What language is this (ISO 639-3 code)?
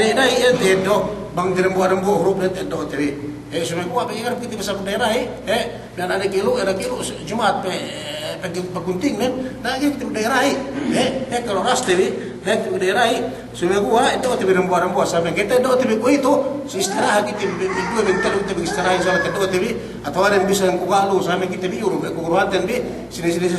yka